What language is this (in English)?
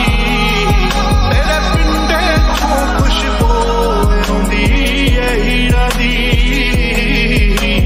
Punjabi